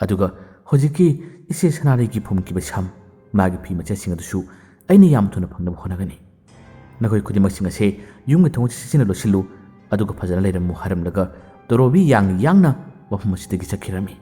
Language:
Manipuri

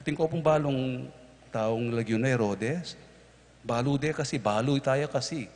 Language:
Pampanga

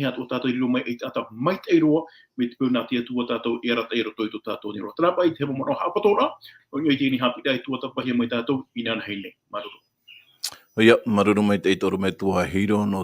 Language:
Tahitian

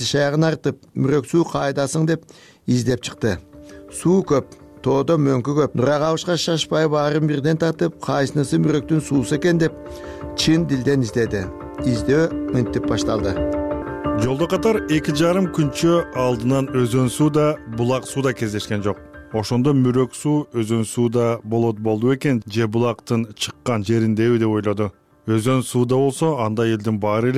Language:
Kyrgyz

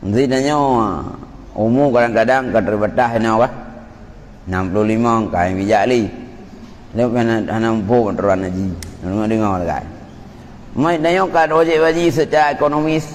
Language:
Achinese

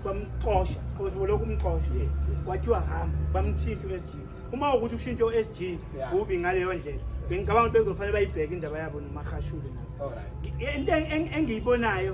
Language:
Zulu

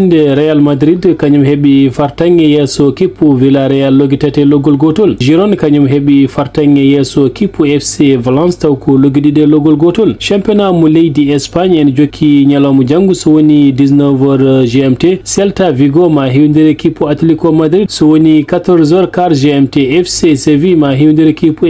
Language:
Fula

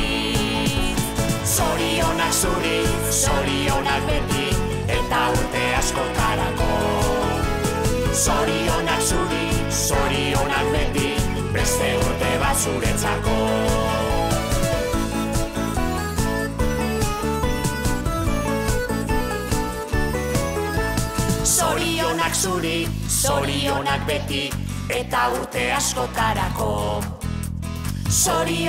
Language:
Basque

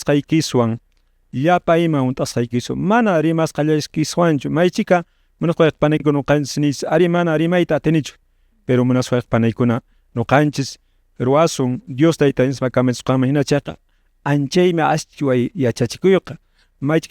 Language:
Quechua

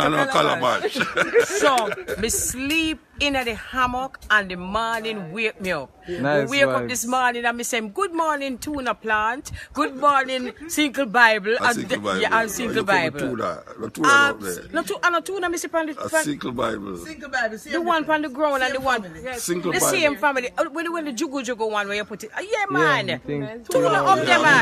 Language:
Jamaican Creole English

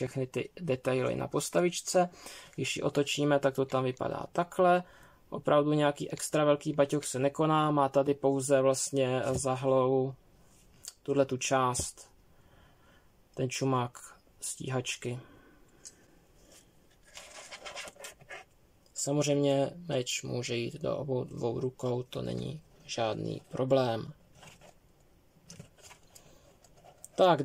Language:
Czech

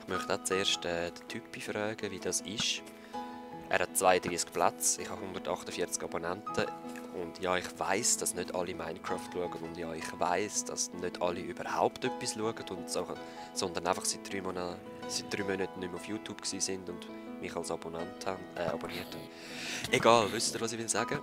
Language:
Swiss German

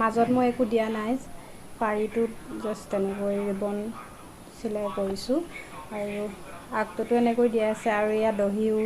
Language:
Assamese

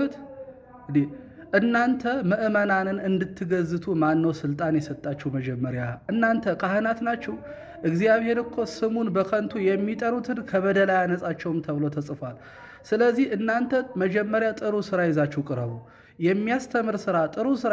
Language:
Amharic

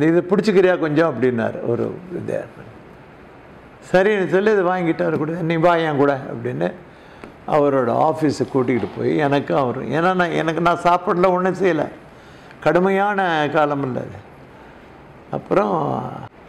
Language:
Tamil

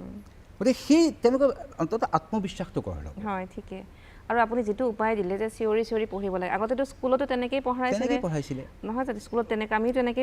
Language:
Assamese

